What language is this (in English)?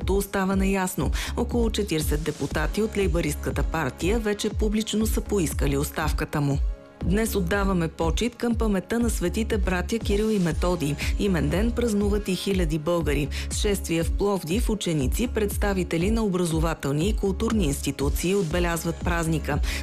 Bulgarian